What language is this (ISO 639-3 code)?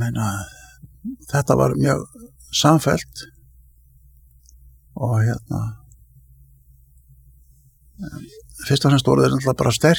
isl